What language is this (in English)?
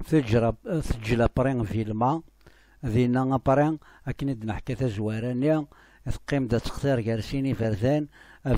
Kabyle